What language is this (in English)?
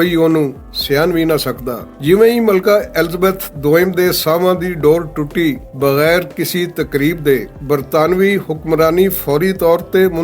Western Panjabi